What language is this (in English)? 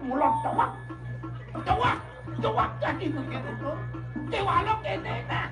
Balinese